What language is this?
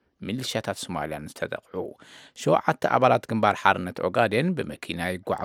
Tigrinya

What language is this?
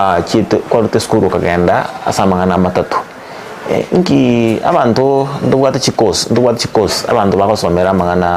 Gusii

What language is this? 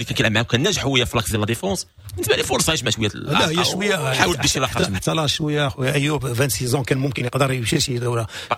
Moroccan Arabic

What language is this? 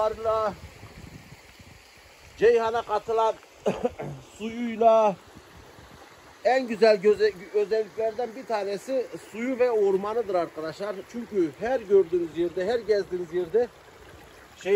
Turkish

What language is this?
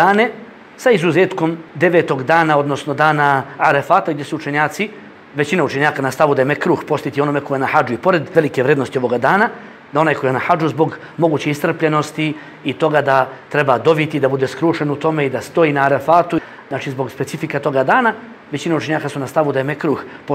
Bosnian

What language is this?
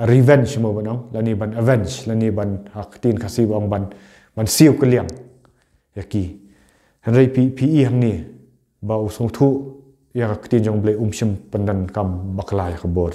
Khasi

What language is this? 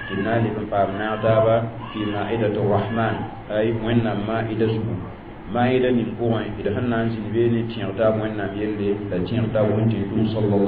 Mossi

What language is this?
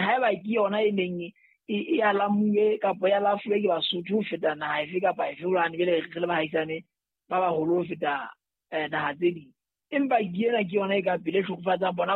Southern Sotho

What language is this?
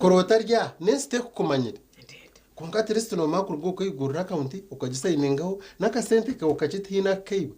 Nyankole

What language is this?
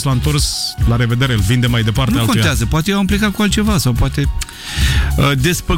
Romanian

